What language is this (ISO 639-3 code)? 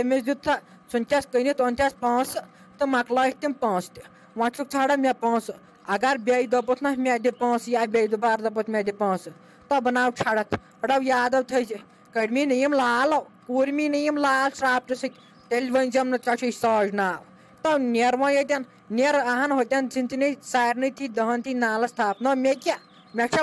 kas